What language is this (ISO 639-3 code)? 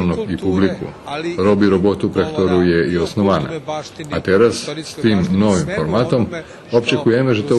rue